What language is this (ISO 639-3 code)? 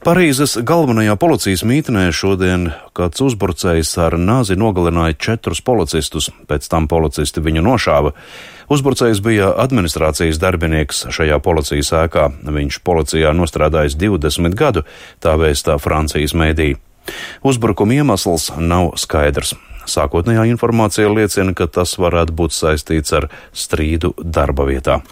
lav